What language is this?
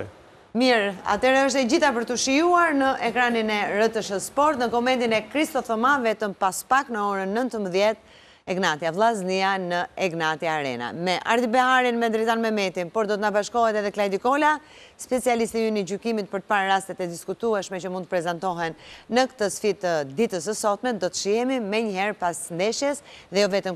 Albanian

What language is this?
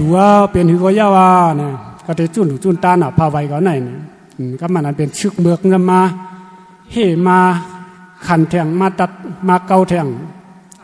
Shan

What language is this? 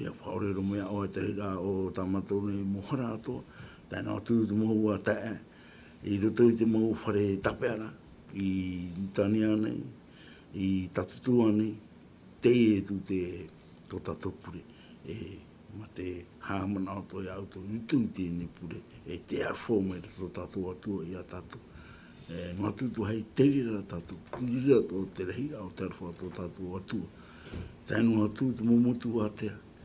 Tahitian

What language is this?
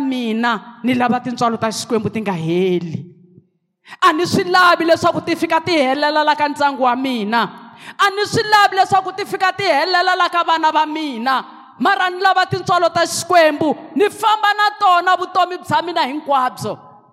Tsonga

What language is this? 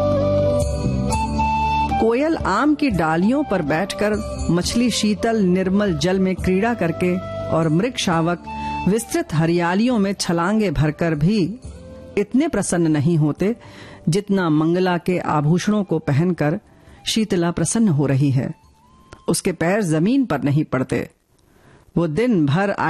Hindi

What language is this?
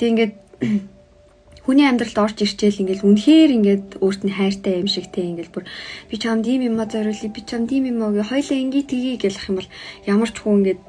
Mongolian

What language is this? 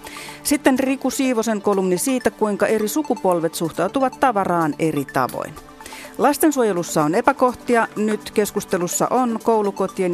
Finnish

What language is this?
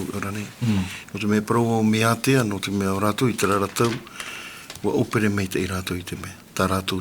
Tahitian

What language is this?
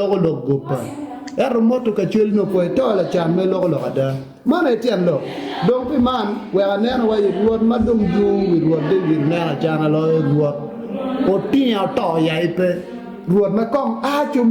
Acoli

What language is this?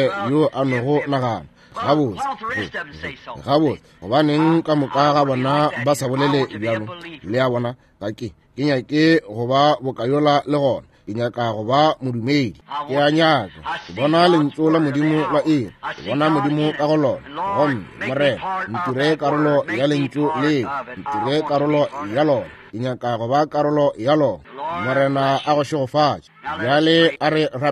Northern Sotho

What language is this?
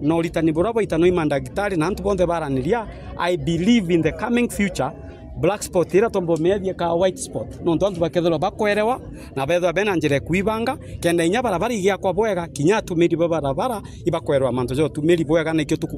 Meru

